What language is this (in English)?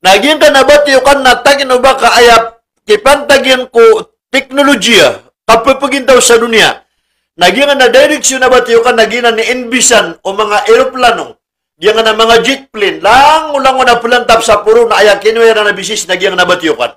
Maranao